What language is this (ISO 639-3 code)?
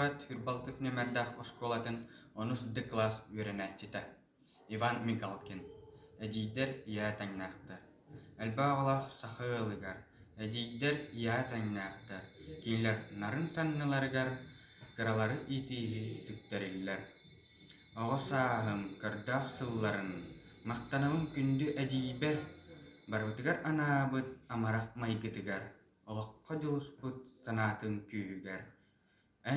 sah